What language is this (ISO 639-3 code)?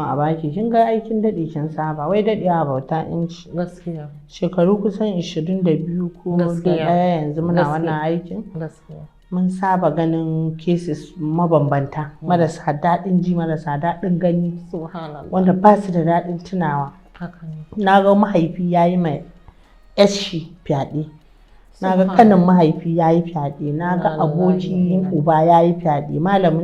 hau